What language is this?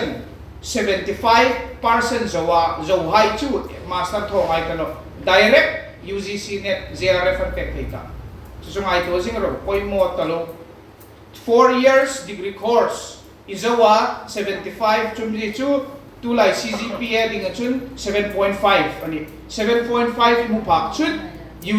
Hmar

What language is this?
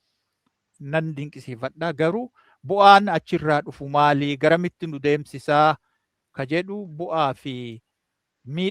Oromo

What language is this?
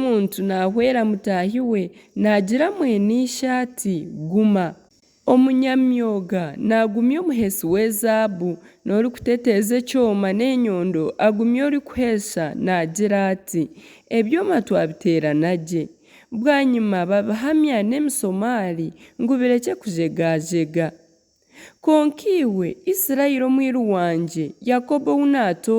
Nyankole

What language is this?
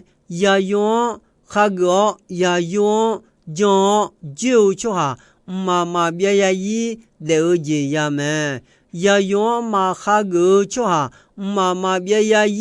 Akha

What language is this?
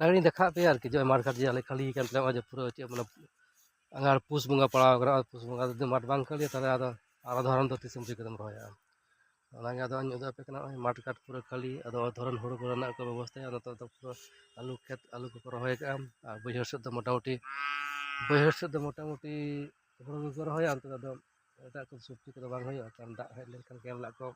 Santali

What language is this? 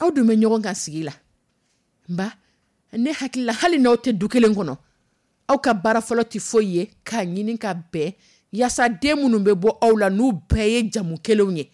Dyula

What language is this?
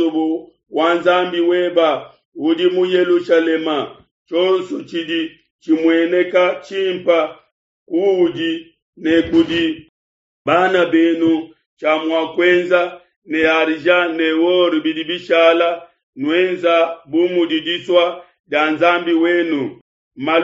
Luba-Lulua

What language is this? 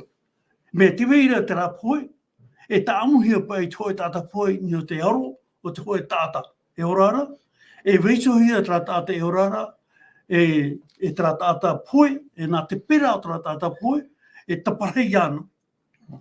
Tahitian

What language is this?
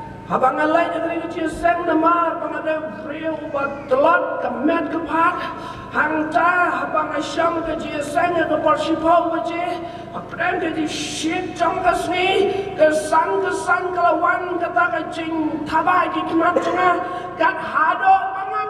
Khasi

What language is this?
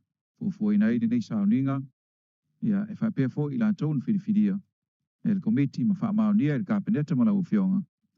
Samoan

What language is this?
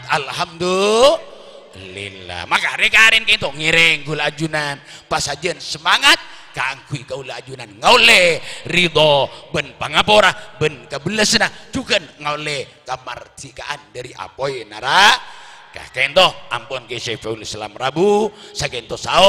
Madurese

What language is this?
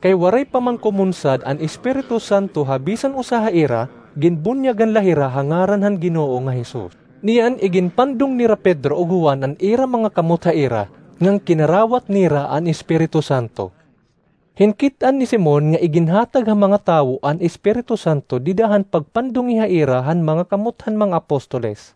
Waray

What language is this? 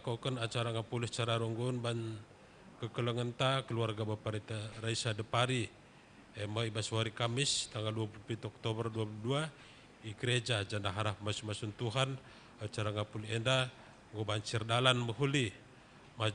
Batak Karo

